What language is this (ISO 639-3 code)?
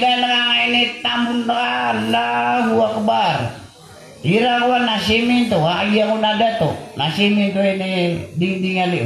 mrw